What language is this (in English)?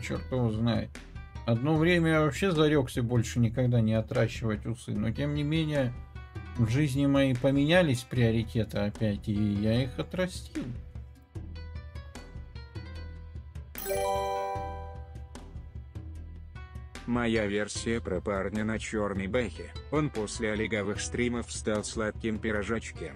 Russian